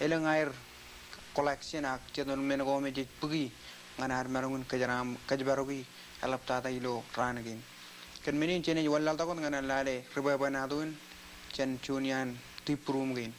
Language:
Marshallese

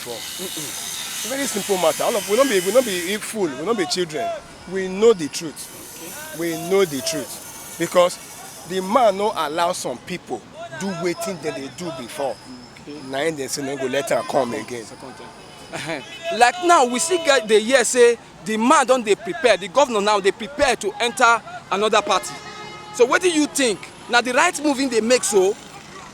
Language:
Nigerian Pidgin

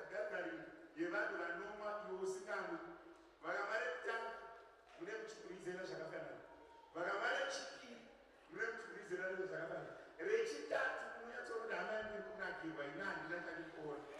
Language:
Shona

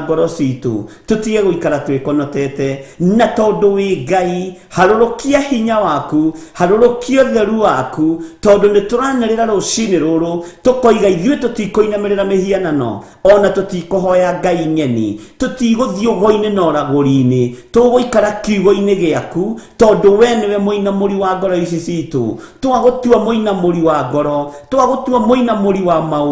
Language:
Kikuyu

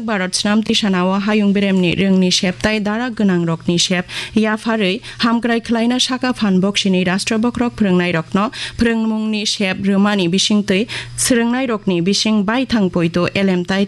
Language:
Kok Borok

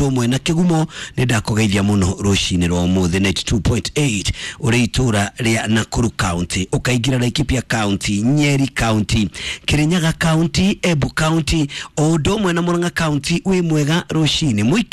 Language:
Kikuyu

